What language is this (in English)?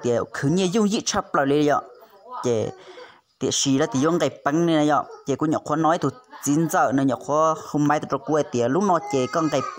Hmong